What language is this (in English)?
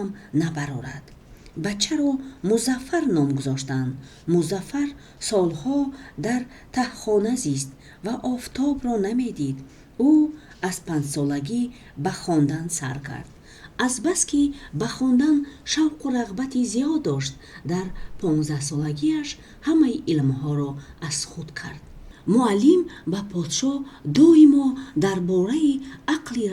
Tajik